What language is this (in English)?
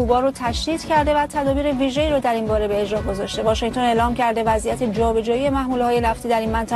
Persian